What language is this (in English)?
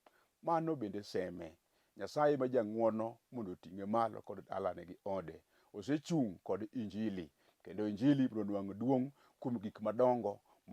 Luo (Kenya and Tanzania)